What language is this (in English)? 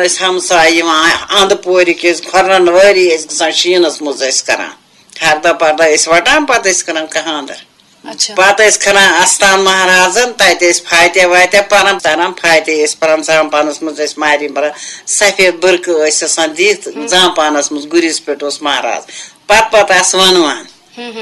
Kashmiri